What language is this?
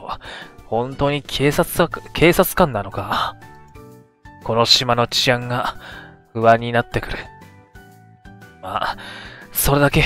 Japanese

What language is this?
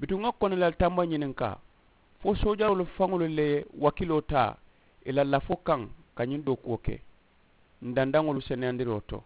Mandingo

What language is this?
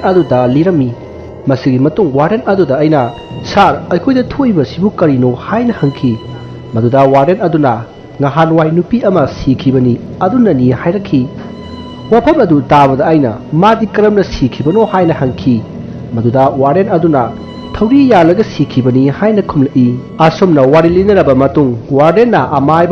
Manipuri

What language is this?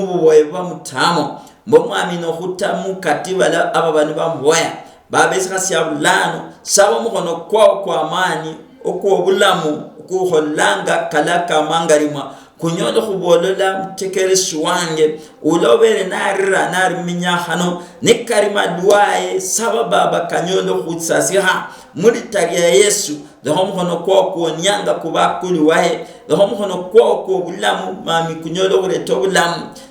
Luyia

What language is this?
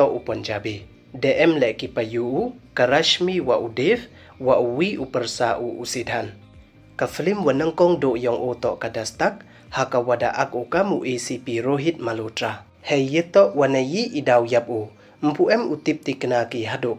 Pnar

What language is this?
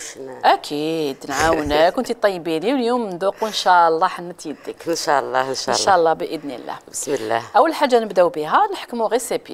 Algerian Arabic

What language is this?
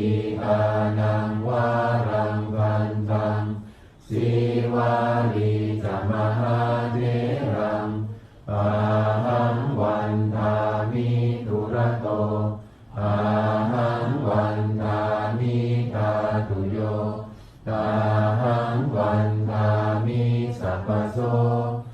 Pali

